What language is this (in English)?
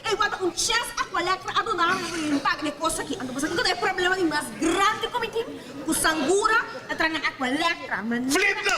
Papiamento